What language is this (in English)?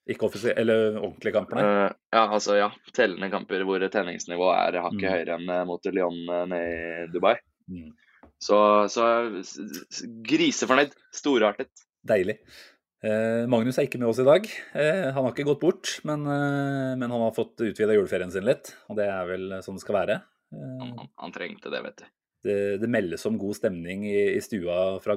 Norwegian